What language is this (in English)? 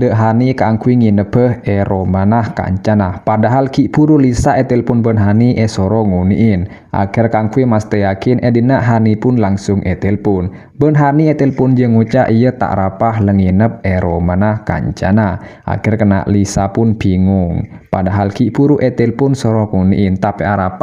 Madurese